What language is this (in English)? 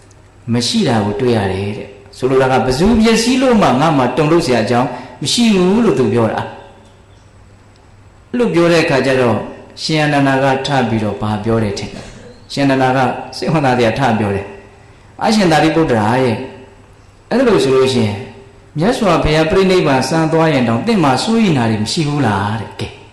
Burmese